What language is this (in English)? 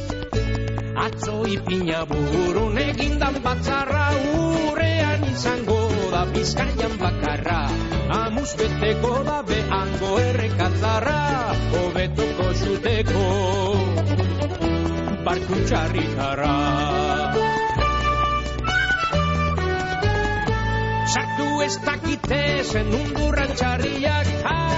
Basque